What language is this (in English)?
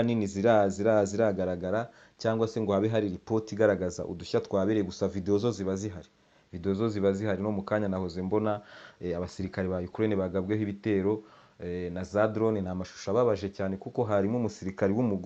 Kinyarwanda